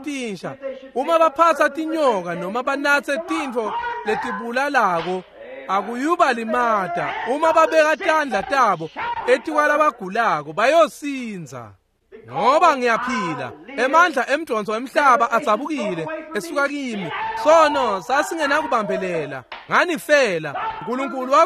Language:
Swati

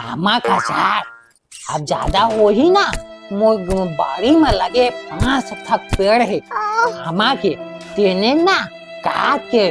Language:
Chhattisgarhi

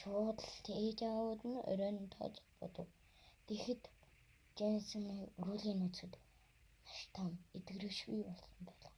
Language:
Mongolian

